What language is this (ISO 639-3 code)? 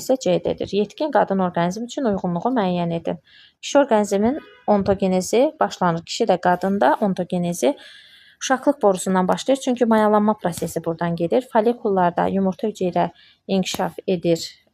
aze